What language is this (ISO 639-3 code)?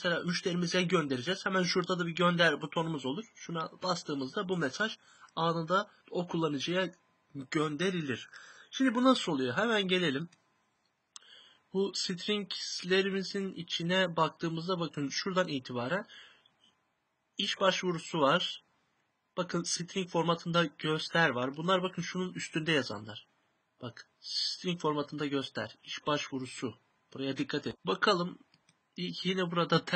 tur